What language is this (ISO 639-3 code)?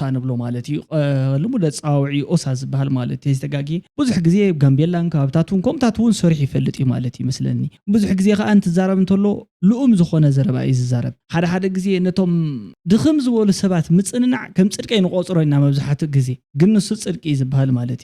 tir